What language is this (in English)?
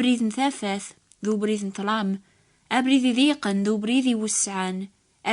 Kabyle